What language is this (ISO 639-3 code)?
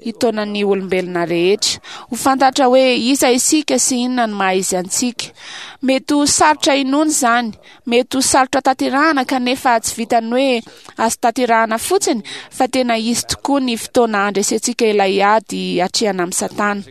mlg